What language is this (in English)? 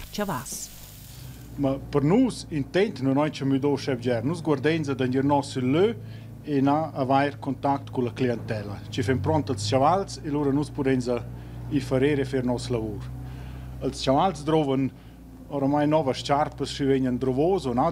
Romansh